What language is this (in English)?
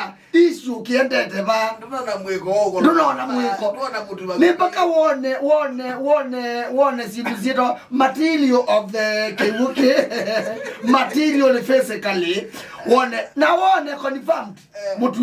Kamba